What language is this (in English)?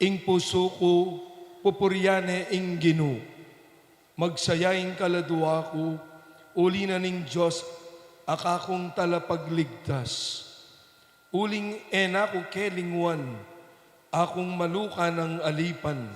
Pampanga